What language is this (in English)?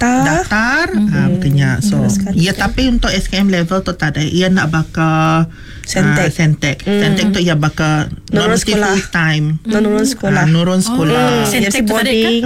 Iban